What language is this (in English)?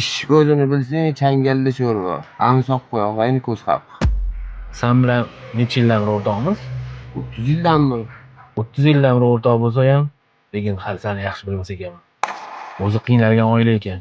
Uzbek